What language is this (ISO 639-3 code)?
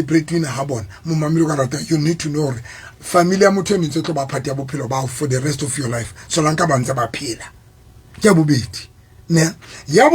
sot